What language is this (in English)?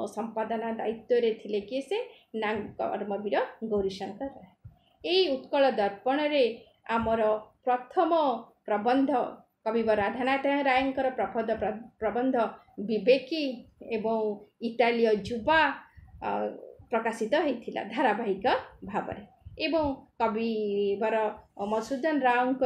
Odia